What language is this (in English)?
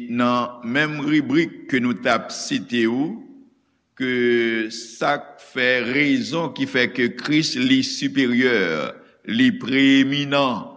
Haitian Creole